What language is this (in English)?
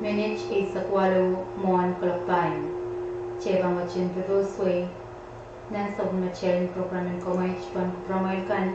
Pohnpeian